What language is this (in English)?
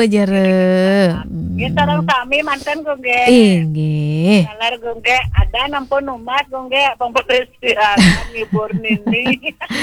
Balinese